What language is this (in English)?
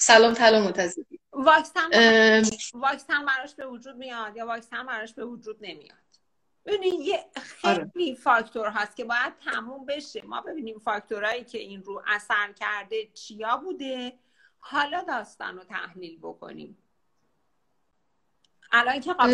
Persian